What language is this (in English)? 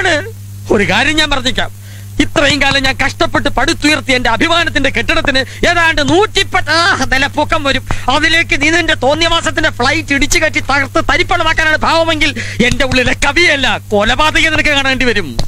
Malayalam